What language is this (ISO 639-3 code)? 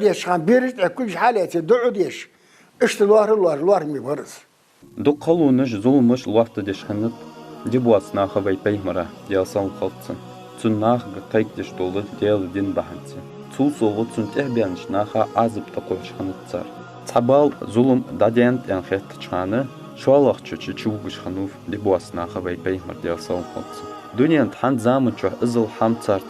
inh